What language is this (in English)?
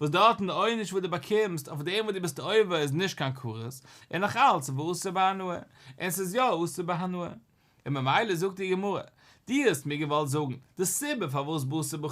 Yiddish